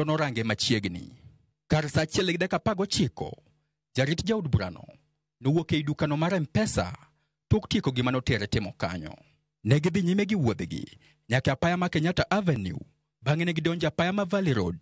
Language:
Luo (Kenya and Tanzania)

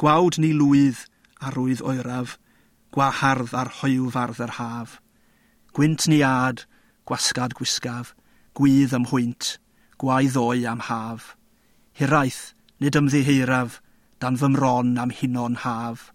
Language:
Welsh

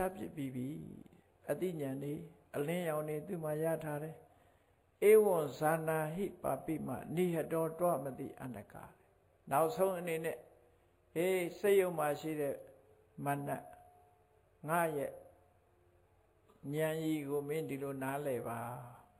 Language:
Burmese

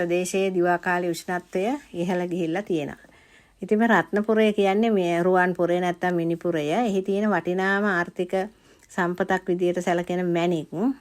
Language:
Sinhala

